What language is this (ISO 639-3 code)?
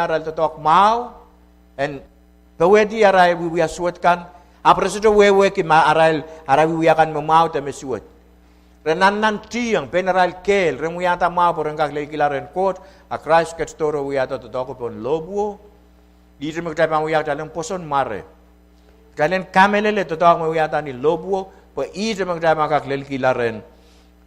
pon